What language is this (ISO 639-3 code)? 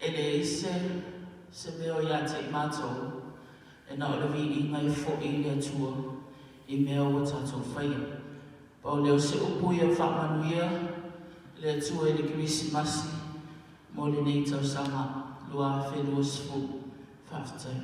smo